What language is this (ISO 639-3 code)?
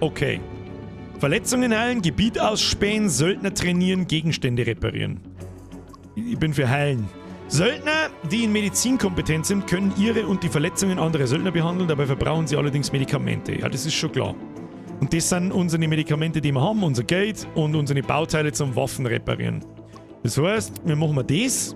bar